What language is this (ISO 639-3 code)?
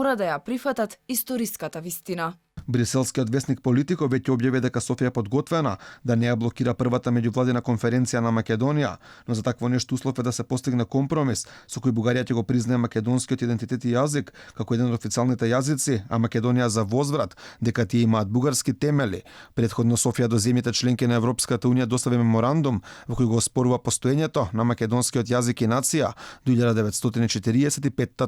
mkd